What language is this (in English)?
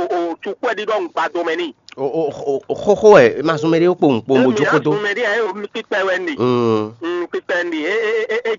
Fon